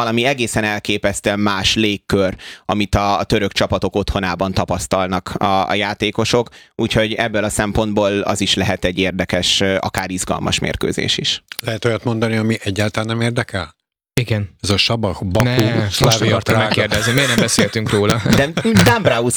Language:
Hungarian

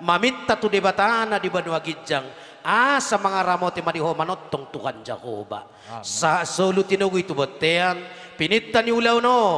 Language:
Batak Toba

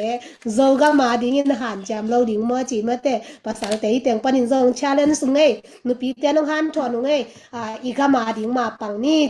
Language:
Tedim Chin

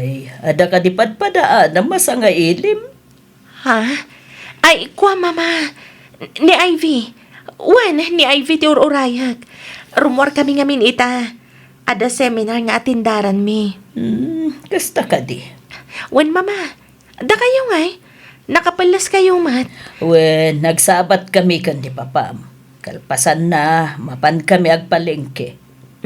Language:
Iloko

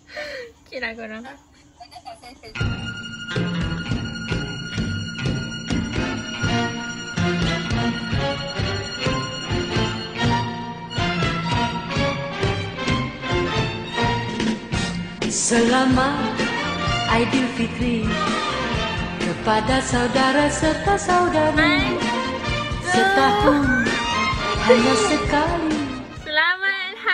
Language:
Malay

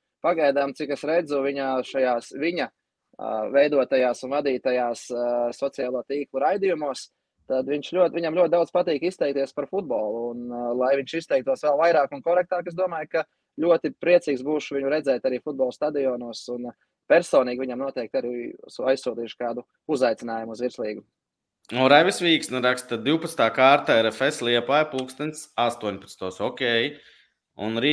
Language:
Latvian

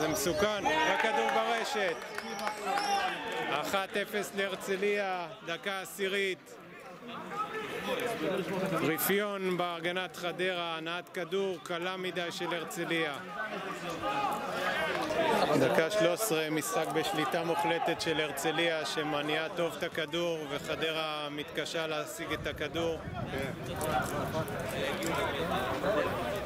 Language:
Hebrew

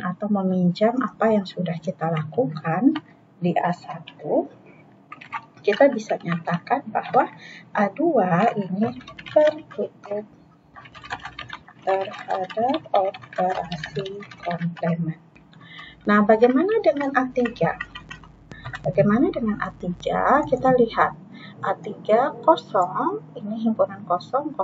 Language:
Indonesian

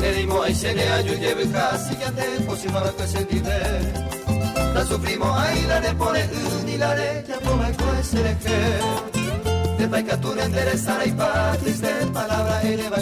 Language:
Guarani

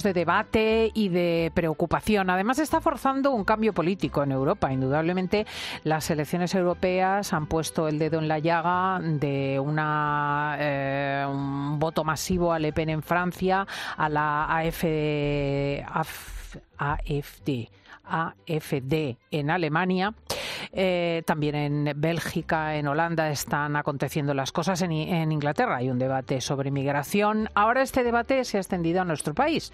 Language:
Spanish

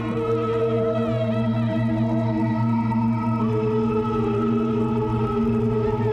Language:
Tamil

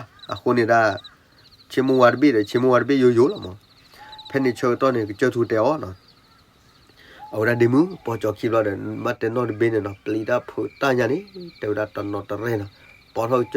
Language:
S'gaw Karen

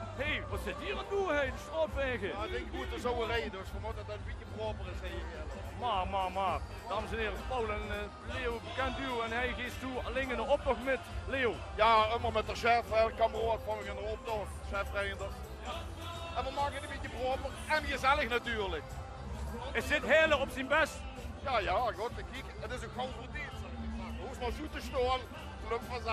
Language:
Limburgish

